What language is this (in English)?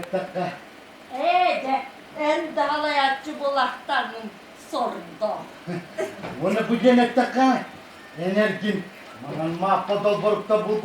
Yakut